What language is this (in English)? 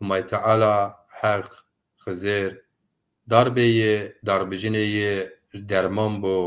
Zaza